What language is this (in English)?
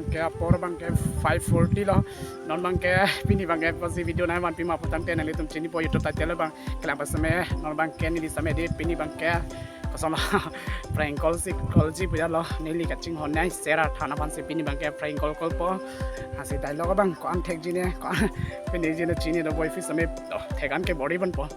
Karbi